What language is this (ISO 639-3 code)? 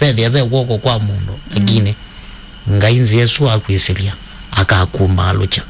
kam